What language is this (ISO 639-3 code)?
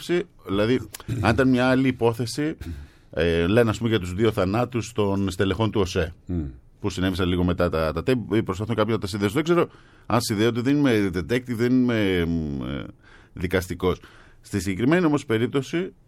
ell